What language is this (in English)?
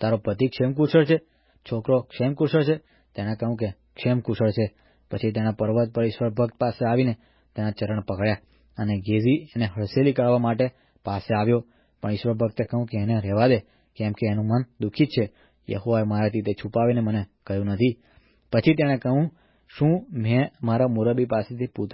Gujarati